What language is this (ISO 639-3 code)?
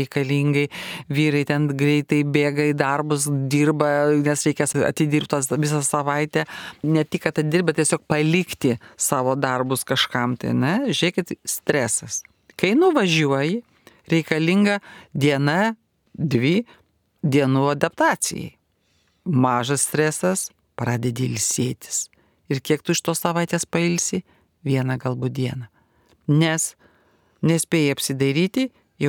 lit